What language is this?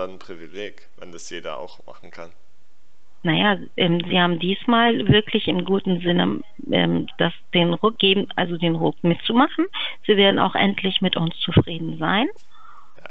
German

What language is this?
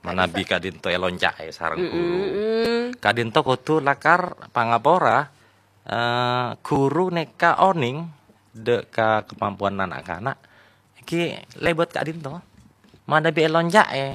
Madurese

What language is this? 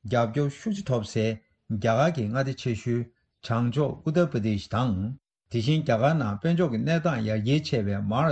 Tibetan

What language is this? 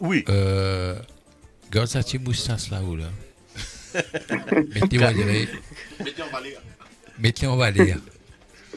Morisyen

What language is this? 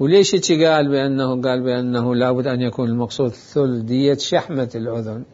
Mesopotamian Arabic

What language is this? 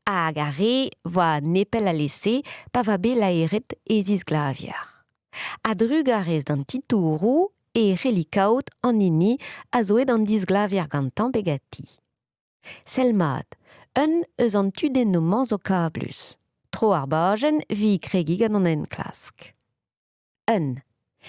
Breton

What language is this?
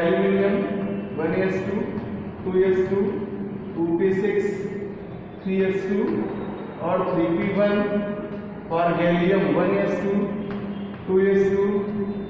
Hindi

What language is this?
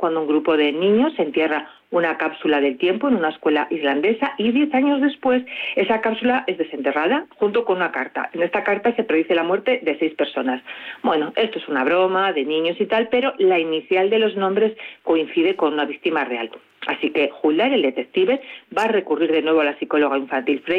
Spanish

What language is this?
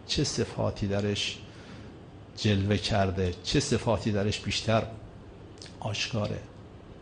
Persian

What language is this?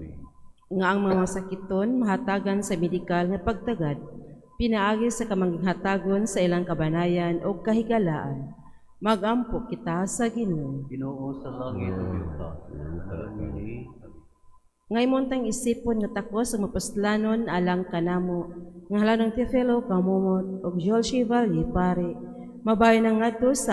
Cebuano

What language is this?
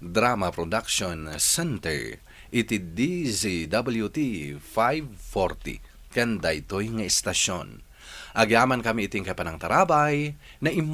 Iloko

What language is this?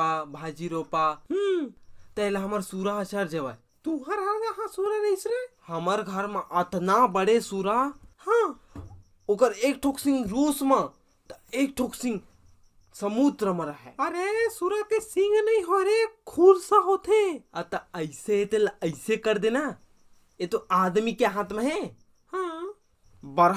Chhattisgarhi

